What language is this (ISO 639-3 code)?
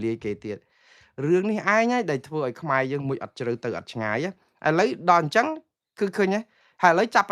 khm